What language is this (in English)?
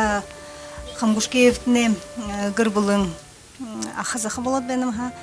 Buriat